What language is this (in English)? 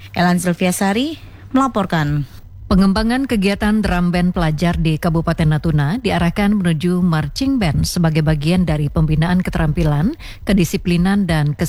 Indonesian